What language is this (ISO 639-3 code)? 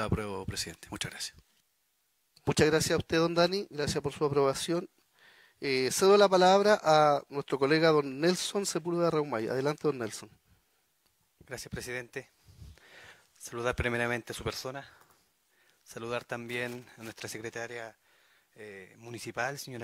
spa